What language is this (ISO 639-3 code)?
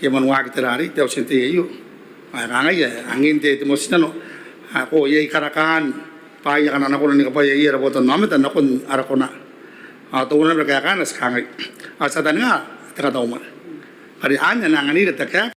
gil